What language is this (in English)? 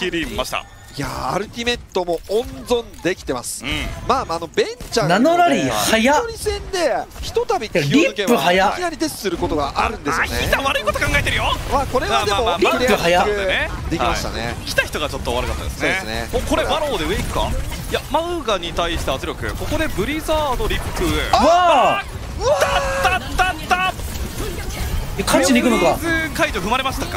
Japanese